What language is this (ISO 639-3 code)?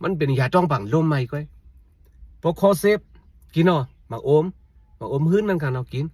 shn